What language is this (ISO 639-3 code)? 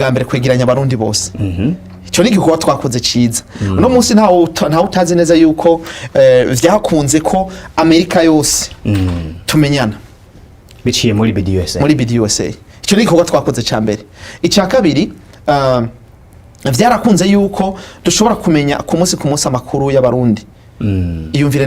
run